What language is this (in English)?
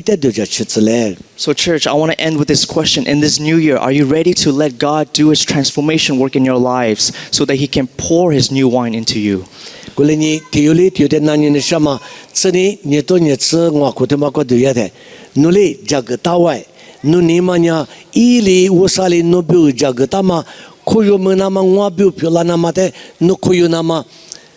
Lisu